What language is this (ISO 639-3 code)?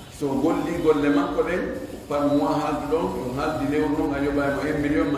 fuf